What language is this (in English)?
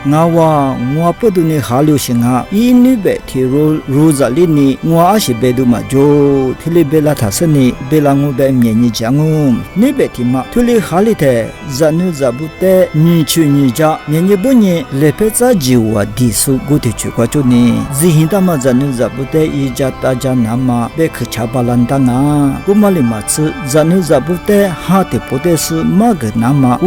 Lisu